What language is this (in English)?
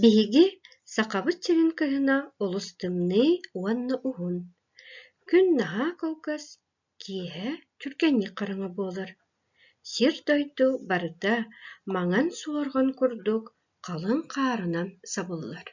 Yakut